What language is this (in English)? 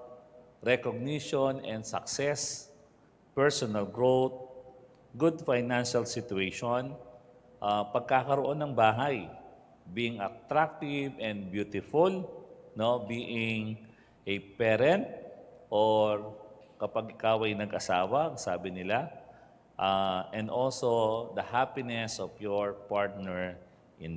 Filipino